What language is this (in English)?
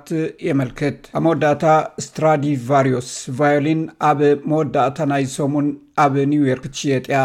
Tigrinya